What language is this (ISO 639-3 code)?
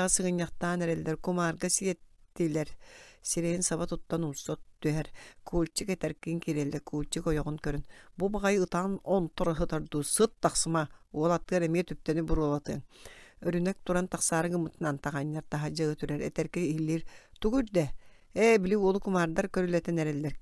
sah